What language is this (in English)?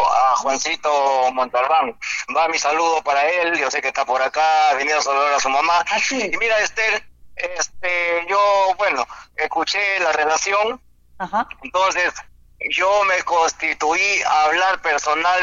Spanish